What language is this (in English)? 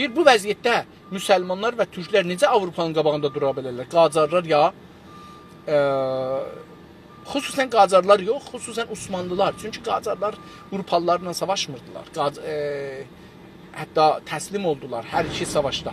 South Azerbaijani